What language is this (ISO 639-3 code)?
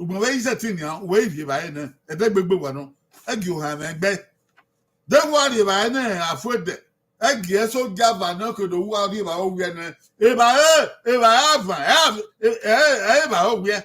bin